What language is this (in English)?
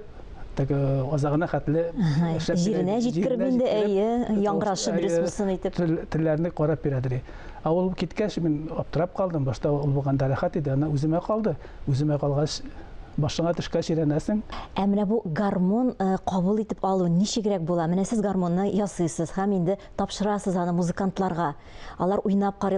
Tatar